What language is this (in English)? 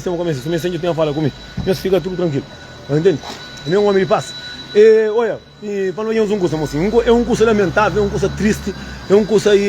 Kabuverdianu